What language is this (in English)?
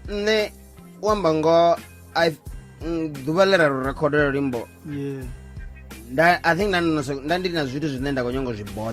Venda